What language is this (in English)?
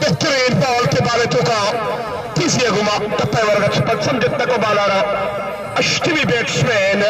Baluchi